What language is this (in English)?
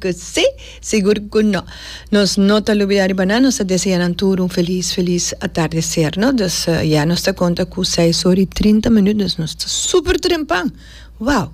Papiamento